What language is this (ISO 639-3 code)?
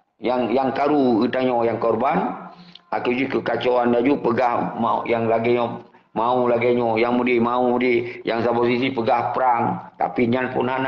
ace